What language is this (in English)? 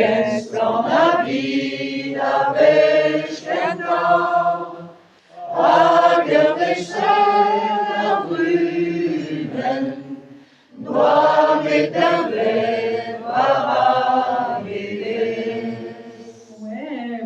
Breton